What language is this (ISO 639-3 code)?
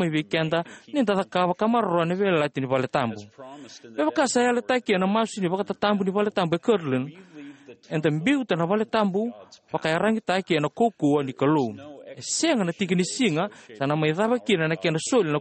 fij